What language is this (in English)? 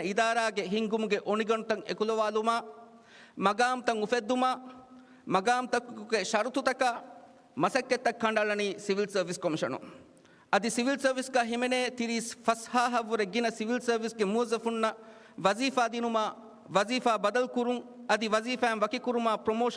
Divehi